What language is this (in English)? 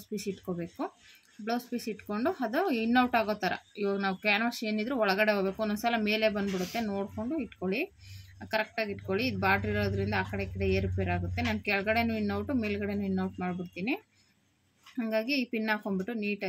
Kannada